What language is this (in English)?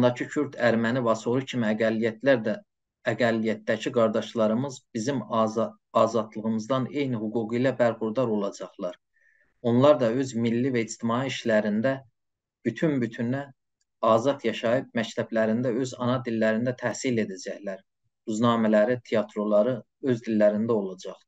South Azerbaijani